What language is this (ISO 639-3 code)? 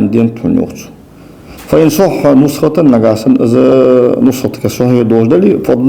inh